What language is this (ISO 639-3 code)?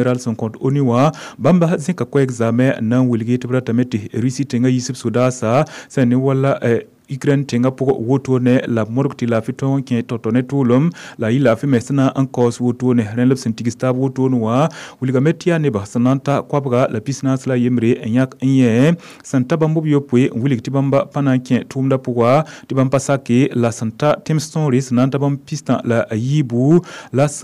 mos